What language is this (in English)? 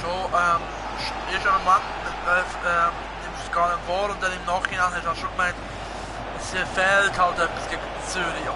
Swiss German